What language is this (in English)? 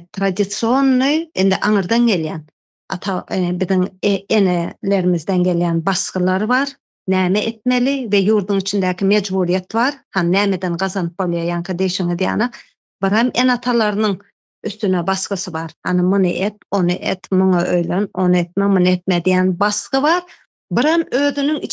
Turkmen